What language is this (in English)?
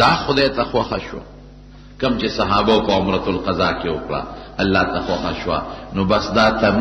Pashto